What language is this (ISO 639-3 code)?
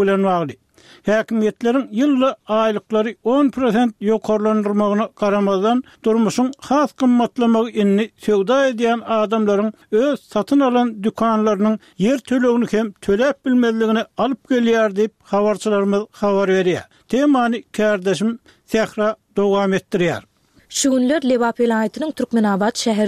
tuk